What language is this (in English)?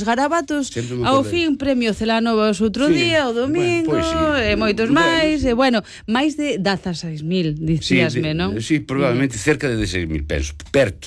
Galician